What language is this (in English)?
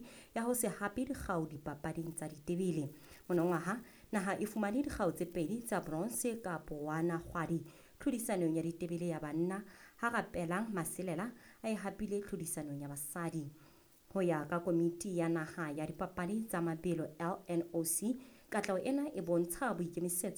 Southern Sotho